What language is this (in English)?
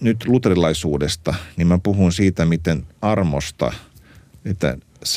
Finnish